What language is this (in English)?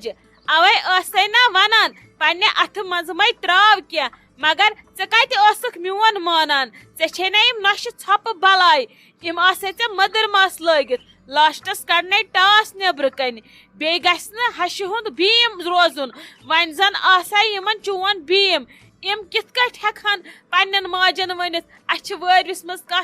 Kashmiri